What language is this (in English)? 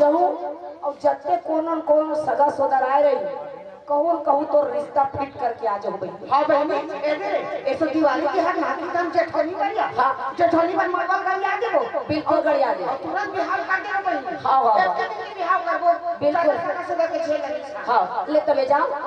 Chhattisgarhi